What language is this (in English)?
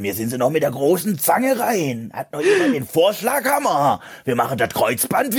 German